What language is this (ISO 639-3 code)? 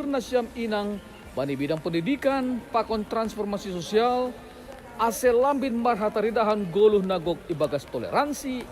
bts